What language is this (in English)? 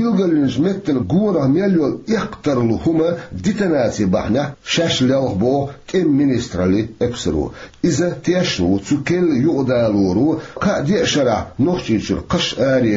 Chechen